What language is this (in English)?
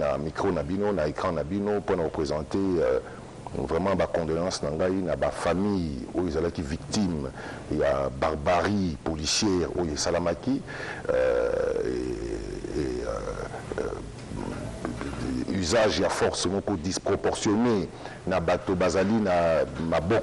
Lingala